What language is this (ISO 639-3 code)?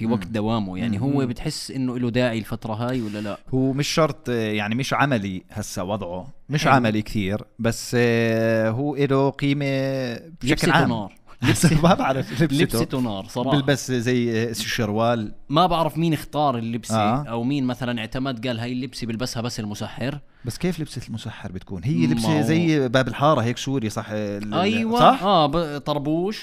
apc